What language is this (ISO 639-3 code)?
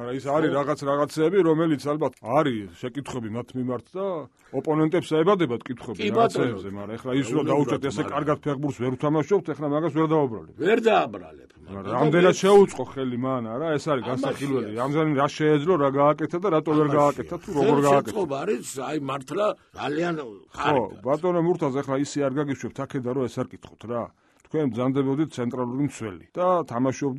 kat